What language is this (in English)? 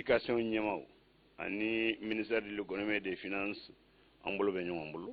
Bambara